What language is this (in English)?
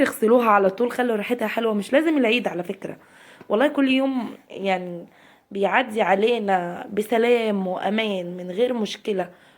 Egyptian Arabic